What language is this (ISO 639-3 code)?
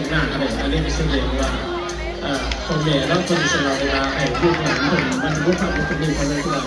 lao